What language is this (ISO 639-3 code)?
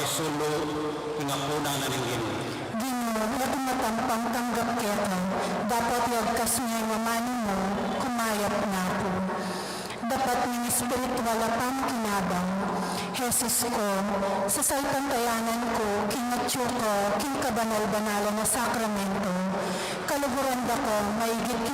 pam